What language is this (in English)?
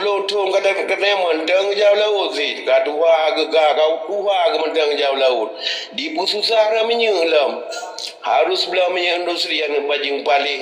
Achinese